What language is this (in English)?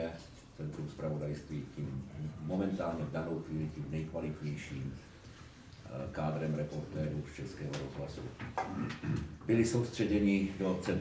Czech